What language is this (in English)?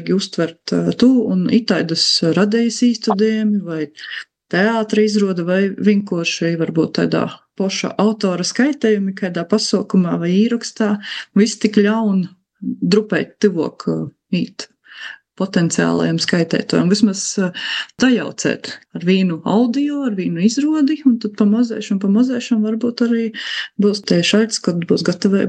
Latvian